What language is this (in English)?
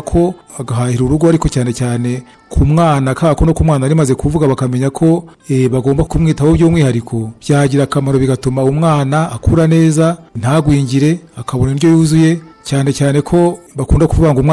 Kinyarwanda